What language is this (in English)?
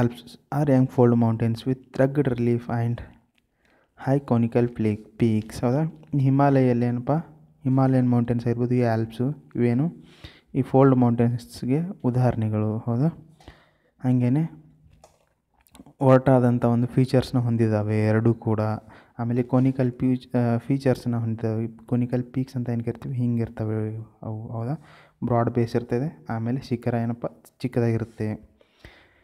Kannada